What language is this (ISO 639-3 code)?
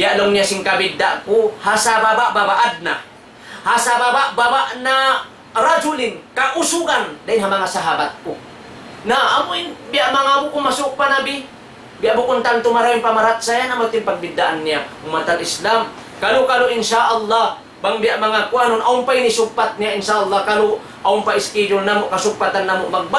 tsg